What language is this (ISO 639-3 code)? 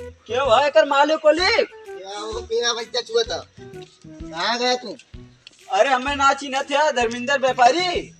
awa